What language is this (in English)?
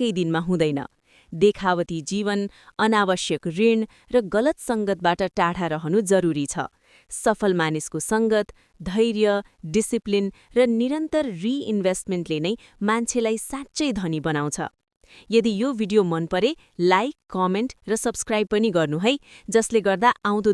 Nepali